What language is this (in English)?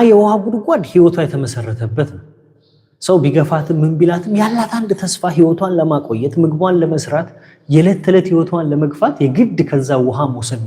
Amharic